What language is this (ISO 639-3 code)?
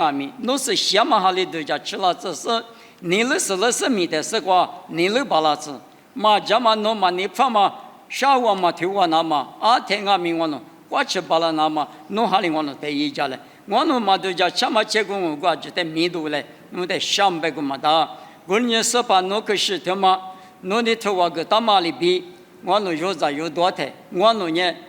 lis